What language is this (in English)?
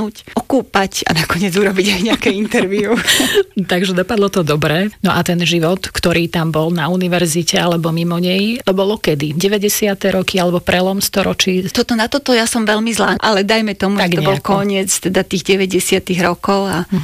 Slovak